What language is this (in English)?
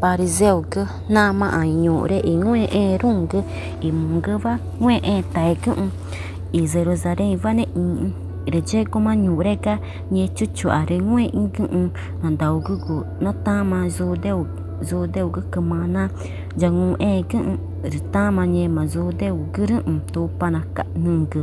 Ticuna